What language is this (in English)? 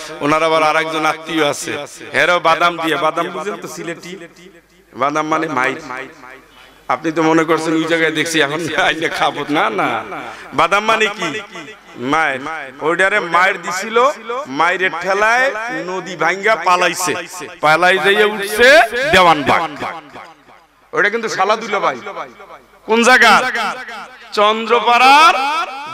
Bangla